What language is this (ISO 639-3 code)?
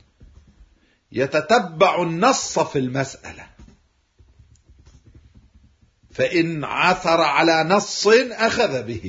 ara